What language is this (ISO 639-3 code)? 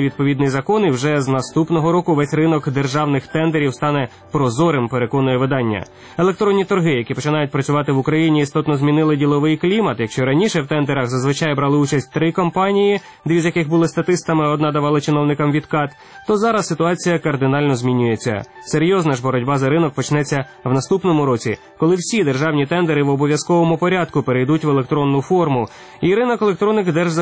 ukr